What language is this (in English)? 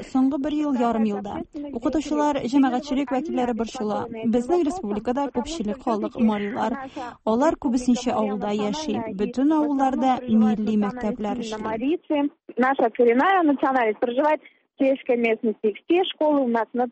Tatar